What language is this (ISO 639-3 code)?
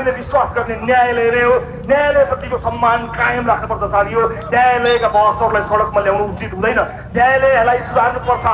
nep